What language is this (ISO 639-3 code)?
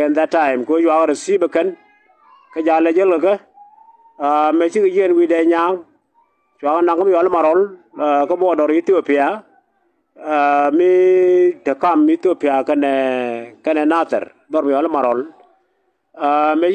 nus